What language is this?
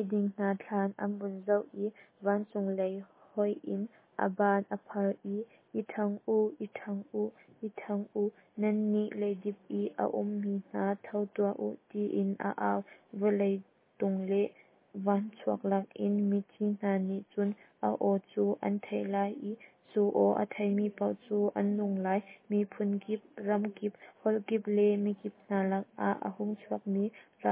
Hakha Chin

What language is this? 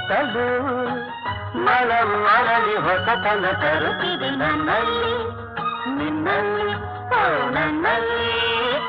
Kannada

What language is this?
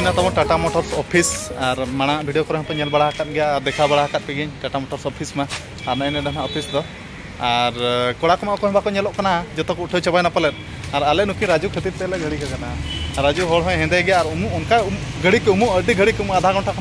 Santali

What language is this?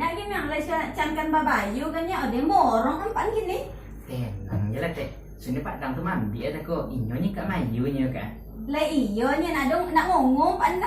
Minangkabau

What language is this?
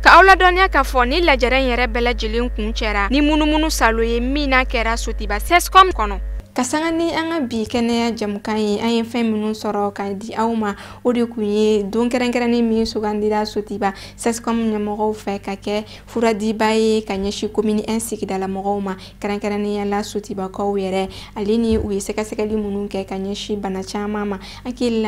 Bambara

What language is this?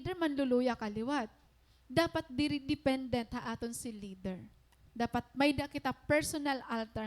Waray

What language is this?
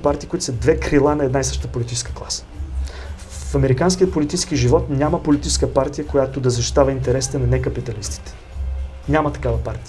Bulgarian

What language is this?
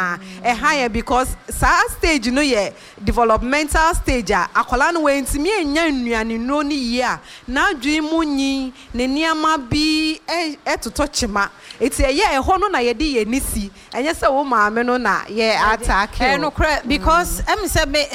Akan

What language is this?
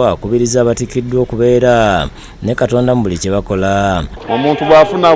Ganda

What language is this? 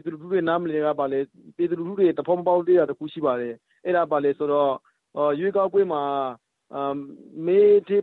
Burmese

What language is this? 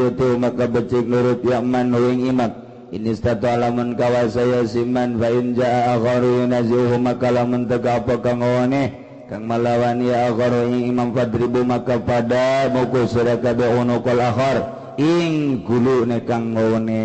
Sundanese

